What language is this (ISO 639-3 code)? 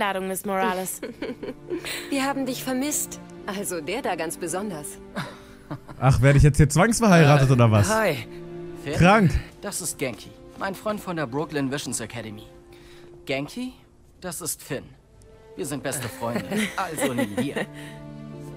deu